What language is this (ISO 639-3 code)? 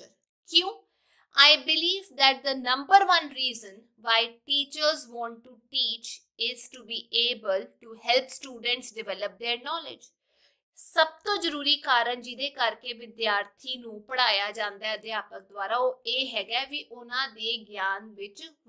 pan